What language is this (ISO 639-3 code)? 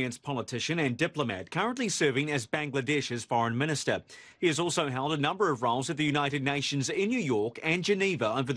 eng